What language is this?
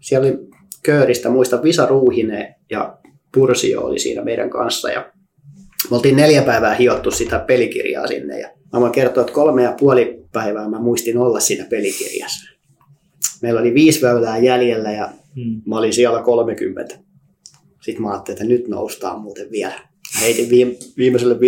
Finnish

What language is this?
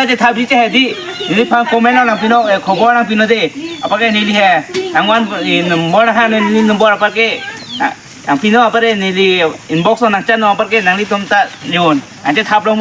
Karbi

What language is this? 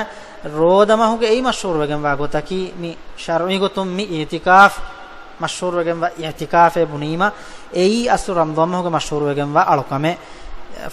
Divehi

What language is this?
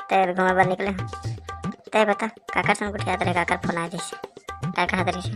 Chhattisgarhi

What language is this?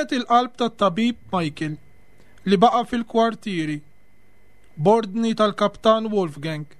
Maltese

